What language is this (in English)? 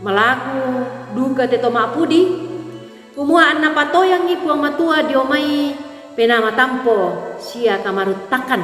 Toraja-Sa'dan